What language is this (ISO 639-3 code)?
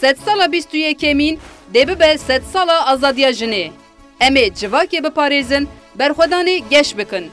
kur